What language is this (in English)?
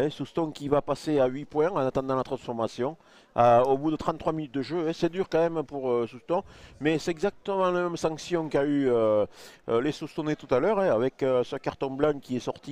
French